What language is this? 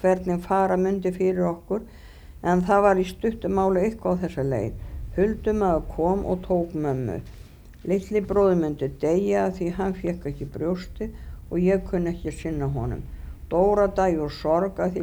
Icelandic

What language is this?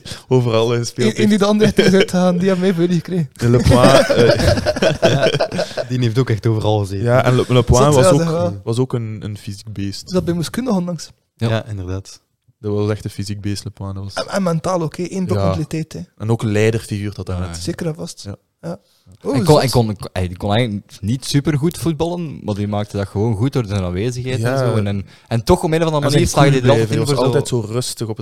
Dutch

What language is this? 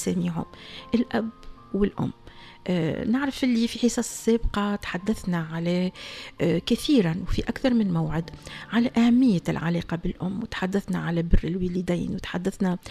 Tunisian Arabic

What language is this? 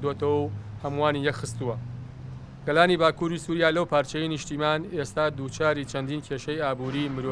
Central Kurdish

